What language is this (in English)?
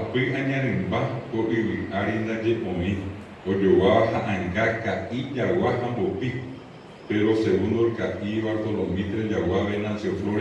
Guarani